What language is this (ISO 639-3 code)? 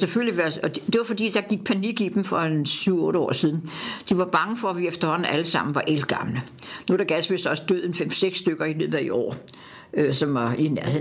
dan